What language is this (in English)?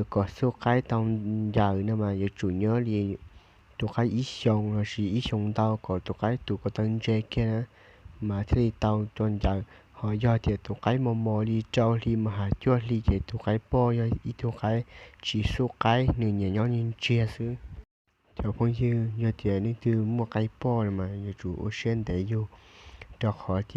Hmong